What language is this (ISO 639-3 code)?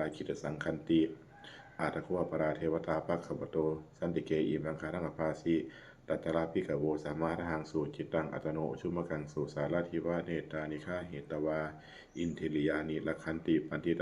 pli